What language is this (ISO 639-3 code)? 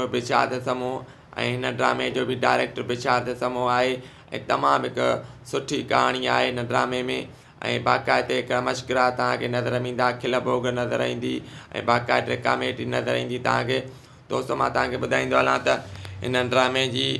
snd